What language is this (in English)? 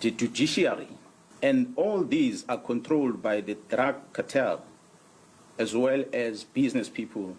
Tsonga